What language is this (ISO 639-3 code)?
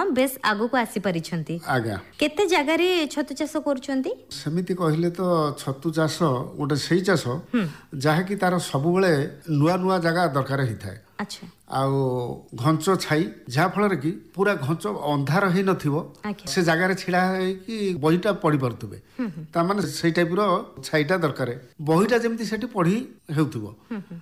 ori